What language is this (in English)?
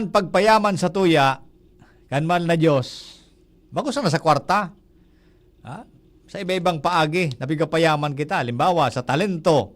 Bikol